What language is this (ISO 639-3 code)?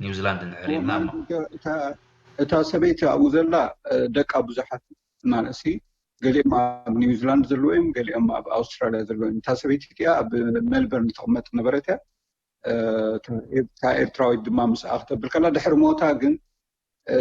tir